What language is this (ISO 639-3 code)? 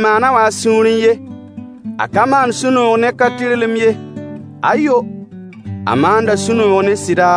mos